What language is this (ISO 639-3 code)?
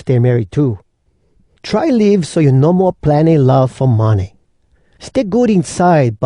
hwc